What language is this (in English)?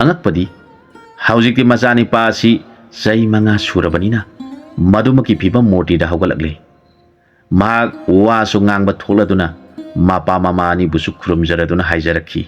Manipuri